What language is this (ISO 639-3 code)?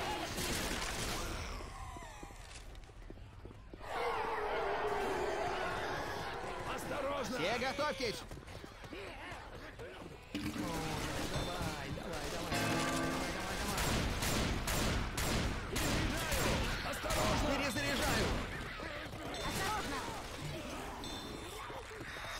rus